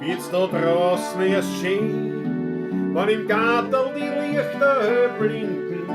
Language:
Bavarian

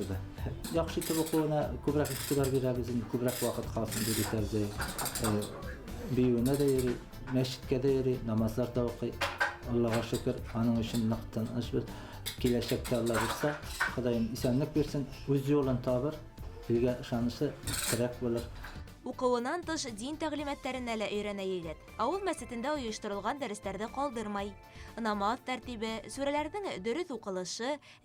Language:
Bashkir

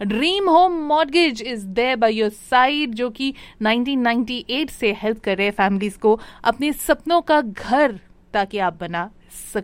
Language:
Hindi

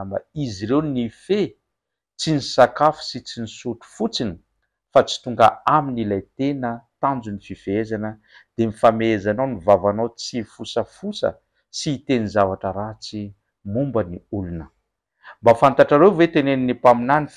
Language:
Malagasy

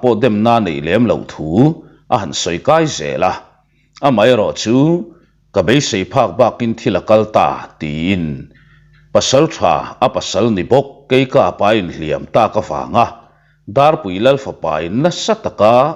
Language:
Mizo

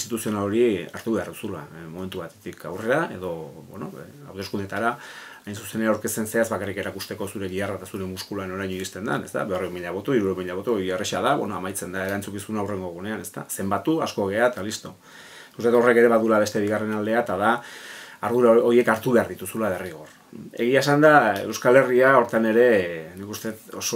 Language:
Basque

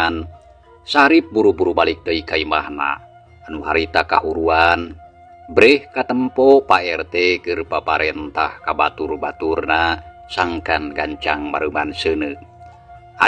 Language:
Sundanese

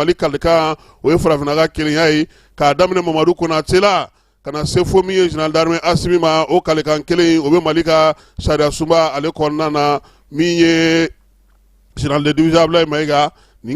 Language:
Bambara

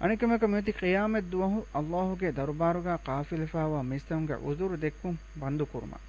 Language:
Divehi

